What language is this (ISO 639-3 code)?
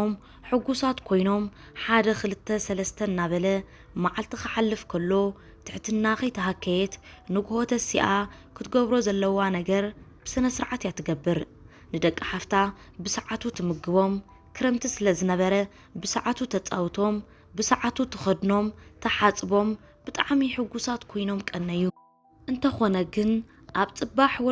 tir